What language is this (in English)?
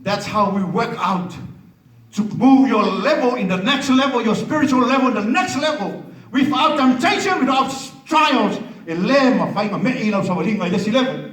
Samoan